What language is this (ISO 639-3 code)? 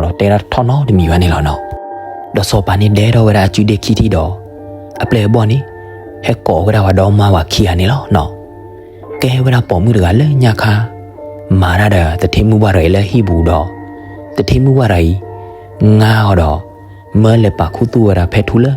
ksw